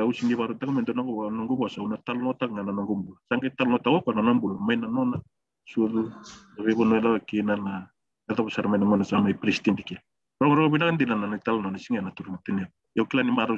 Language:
Fijian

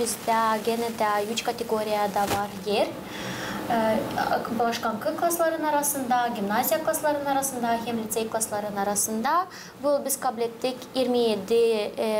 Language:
Gagauz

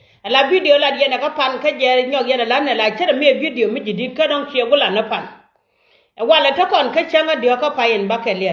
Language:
Nuer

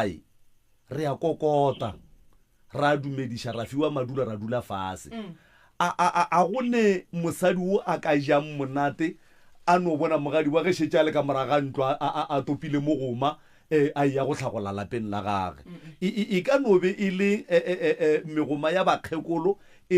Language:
Northern Sotho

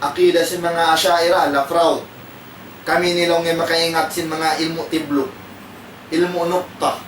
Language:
Tausug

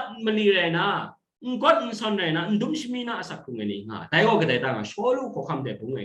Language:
Kachin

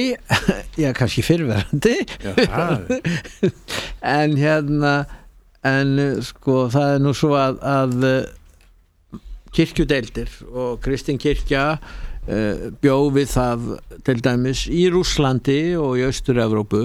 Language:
Icelandic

